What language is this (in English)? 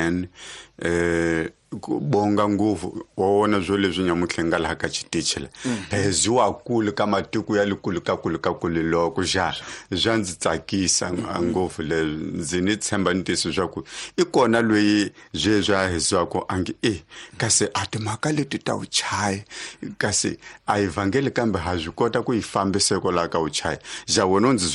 Tsonga